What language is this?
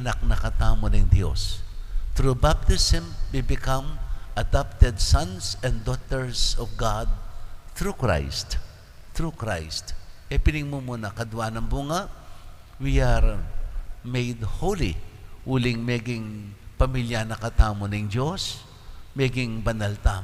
Pampanga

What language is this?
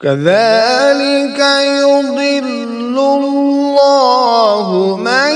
Kashmiri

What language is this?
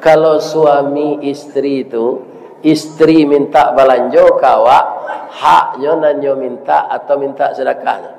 Minangkabau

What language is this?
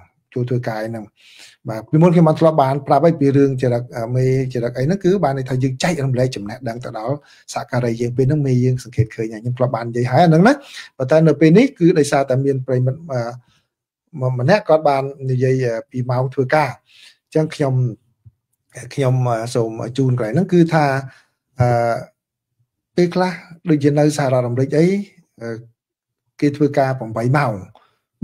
Khmer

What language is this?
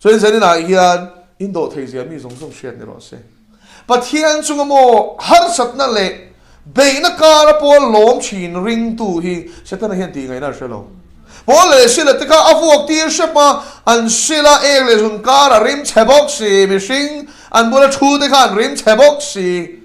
Mizo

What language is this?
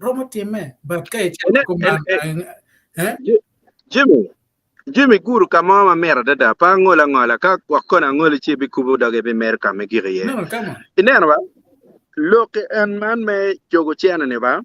Acoli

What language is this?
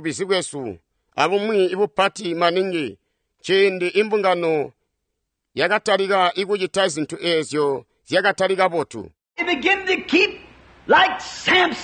Tonga (Zambia)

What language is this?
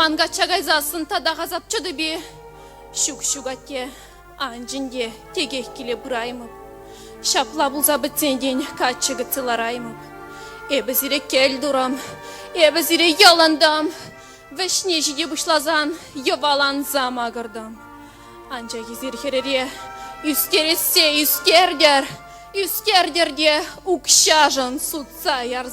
Chuvash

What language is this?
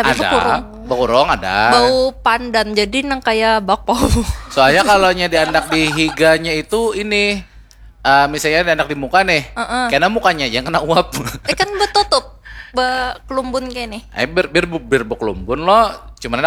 Banjar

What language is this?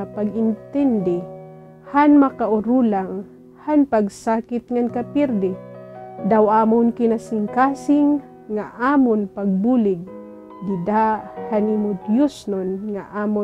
Waray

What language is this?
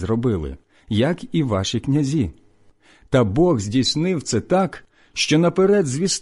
Ukrainian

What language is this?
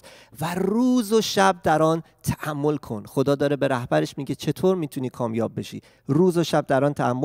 Persian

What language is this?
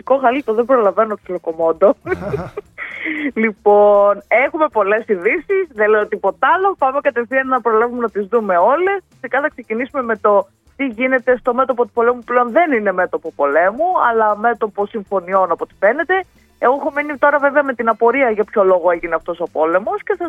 Greek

